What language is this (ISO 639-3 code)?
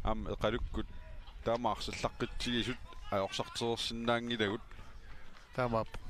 kal